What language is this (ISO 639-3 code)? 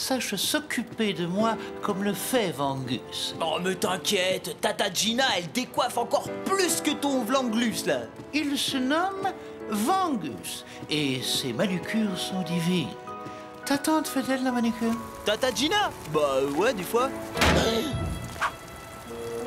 fra